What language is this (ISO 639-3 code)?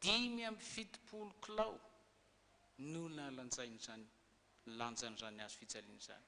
mlg